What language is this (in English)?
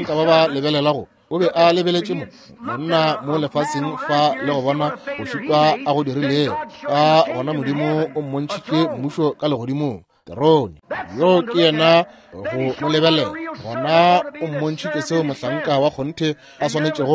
Northern Sotho